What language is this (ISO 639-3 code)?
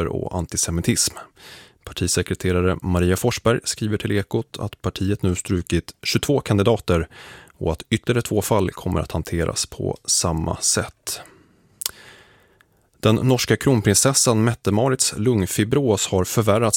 swe